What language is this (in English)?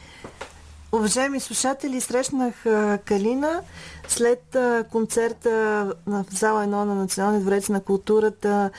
Bulgarian